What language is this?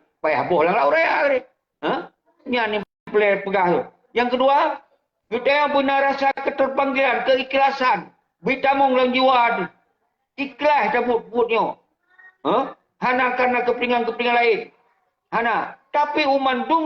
Achinese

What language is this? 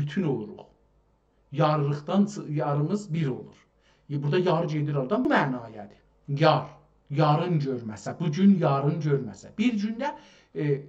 South Azerbaijani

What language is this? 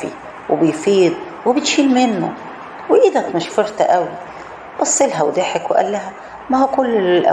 Egyptian Arabic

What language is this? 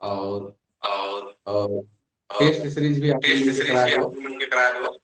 Sadri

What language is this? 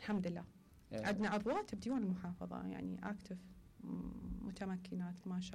Mesopotamian Arabic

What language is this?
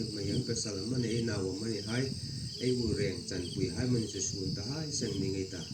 Hmar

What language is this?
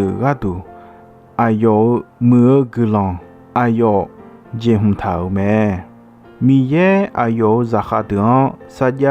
Akha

